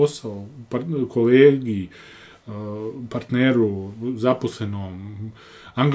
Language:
Croatian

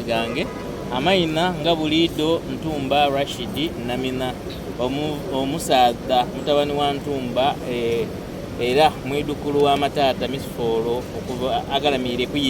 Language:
Soga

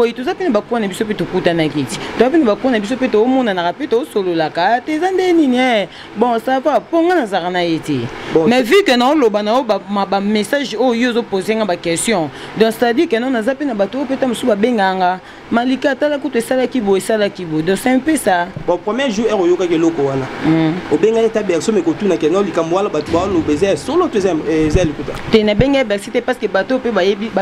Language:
Lingala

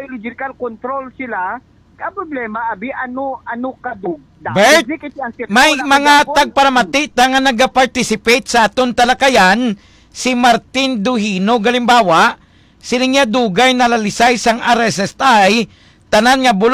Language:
Hiligaynon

